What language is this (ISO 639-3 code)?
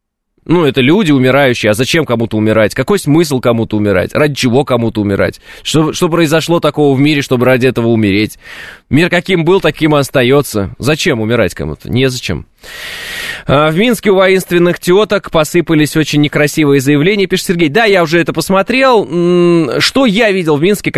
rus